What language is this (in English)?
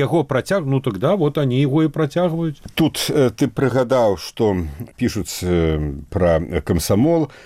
Belarusian